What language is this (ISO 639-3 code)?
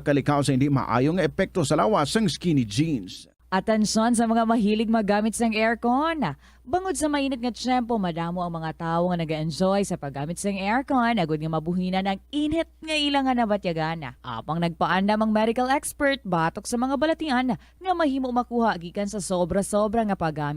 hil